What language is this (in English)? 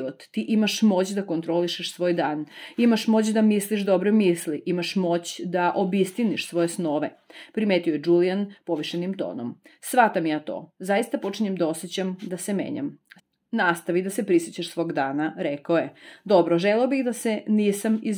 Serbian